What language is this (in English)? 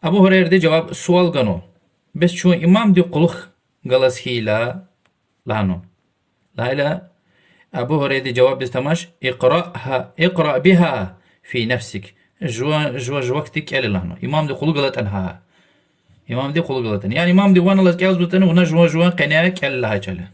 Lezghian